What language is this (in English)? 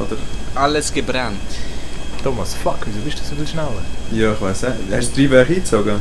Swiss German